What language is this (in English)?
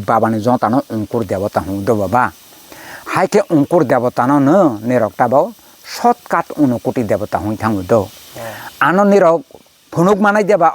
Kok Borok